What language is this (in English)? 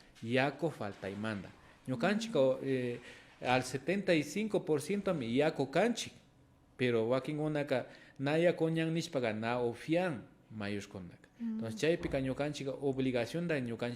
Imbabura Highland Quichua